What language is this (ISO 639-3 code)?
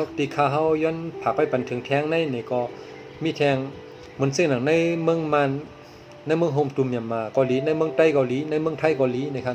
shn